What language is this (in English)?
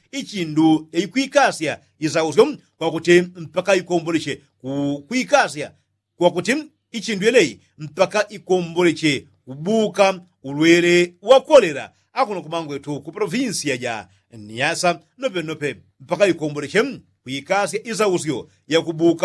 Yao